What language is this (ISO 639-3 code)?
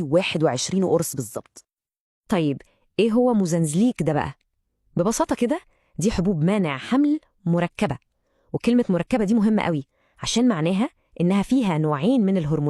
arz